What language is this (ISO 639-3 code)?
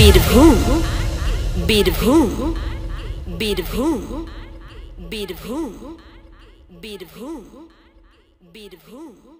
sat